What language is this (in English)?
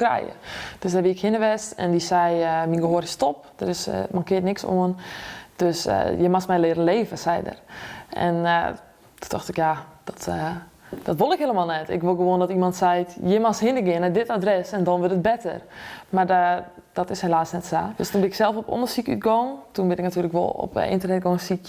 Western Frisian